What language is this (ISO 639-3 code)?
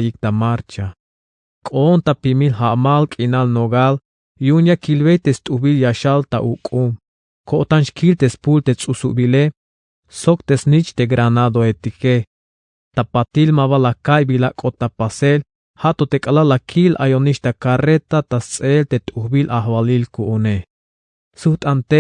tzh